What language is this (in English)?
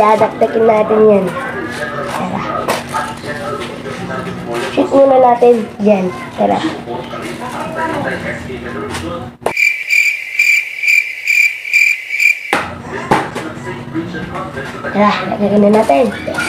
Filipino